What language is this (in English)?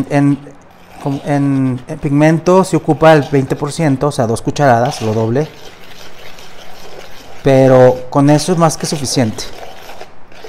Spanish